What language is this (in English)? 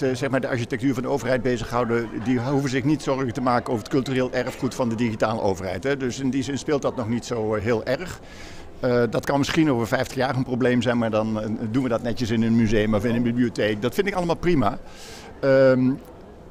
Dutch